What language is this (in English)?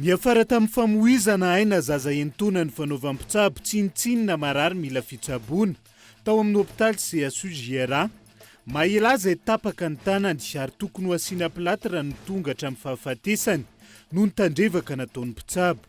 Malagasy